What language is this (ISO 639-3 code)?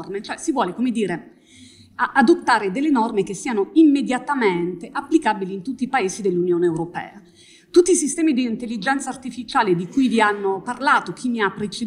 ita